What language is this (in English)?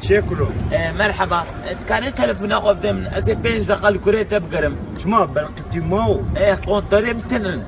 Kurdish